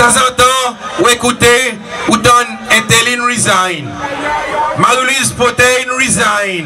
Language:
Seselwa Creole French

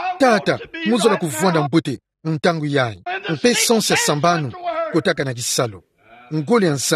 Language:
Kituba (Democratic Republic of Congo)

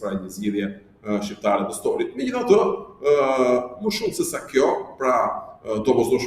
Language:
Albanian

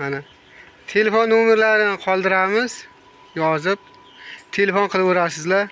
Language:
Uzbek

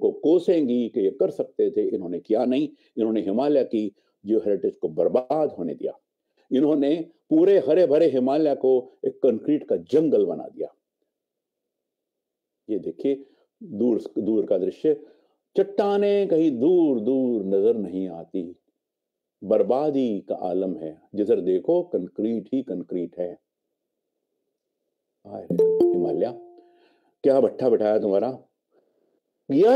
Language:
Hindi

